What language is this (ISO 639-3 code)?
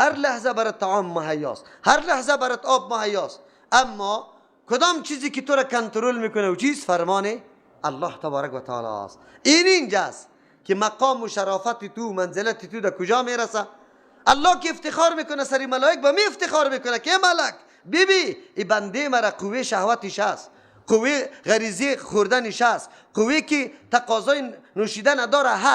fas